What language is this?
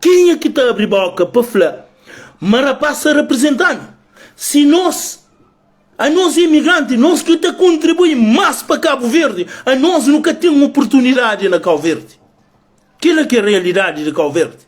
Kabuverdianu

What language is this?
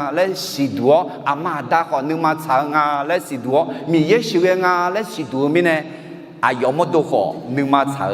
Akha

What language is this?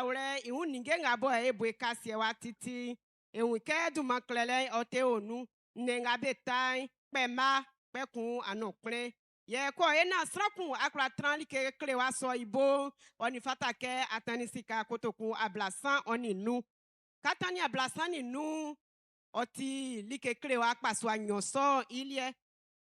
Baoulé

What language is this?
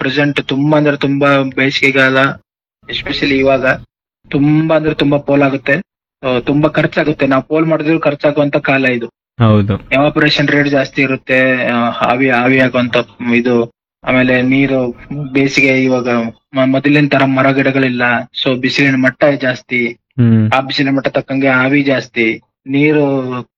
Kannada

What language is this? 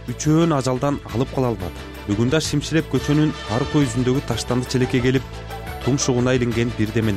Kyrgyz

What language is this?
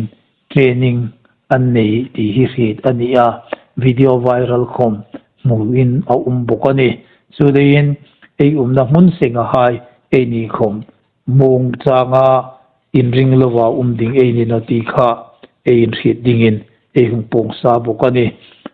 Hmar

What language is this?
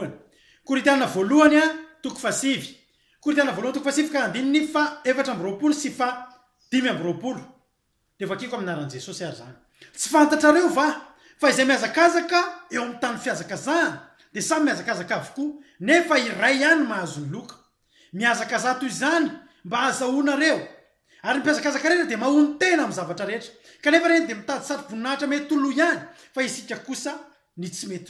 Malagasy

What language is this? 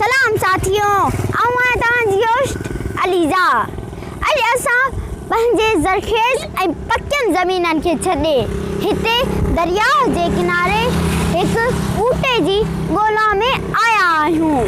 Sindhi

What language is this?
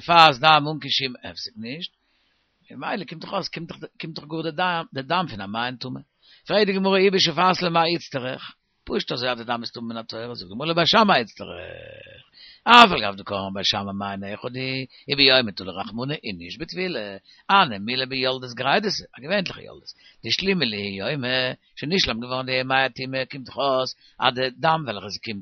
Yiddish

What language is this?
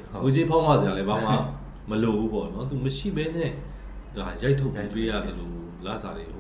Burmese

